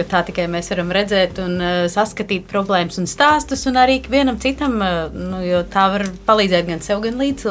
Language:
Latvian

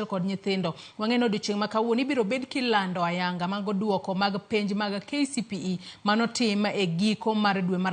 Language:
Luo (Kenya and Tanzania)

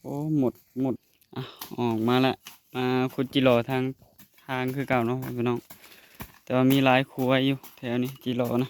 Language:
Northeastern Thai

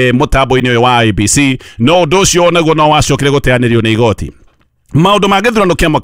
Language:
Kikuyu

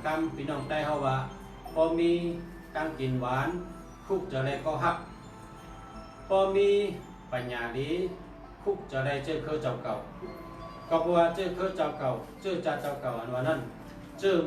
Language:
Shan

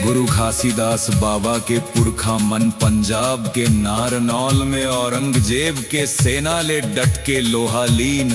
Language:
Chhattisgarhi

